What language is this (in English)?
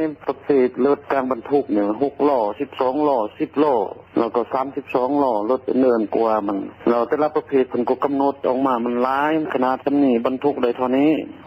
Lao